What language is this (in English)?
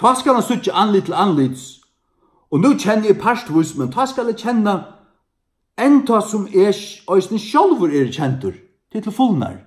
Faroese